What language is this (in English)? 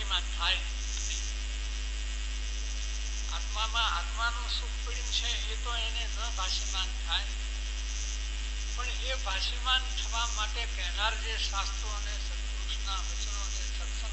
Gujarati